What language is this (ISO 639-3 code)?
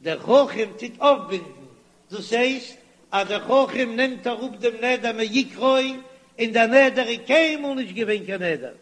yid